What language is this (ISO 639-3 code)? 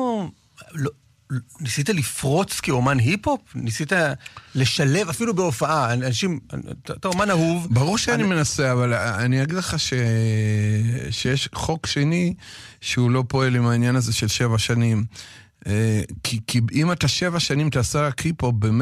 heb